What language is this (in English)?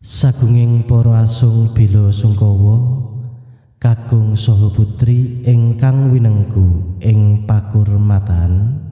Javanese